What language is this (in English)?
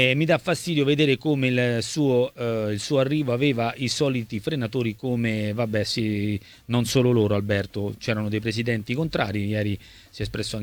Italian